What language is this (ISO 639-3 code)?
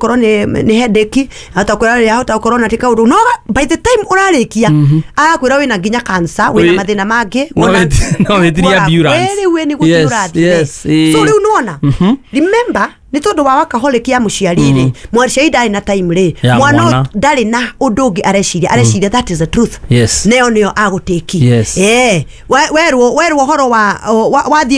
kik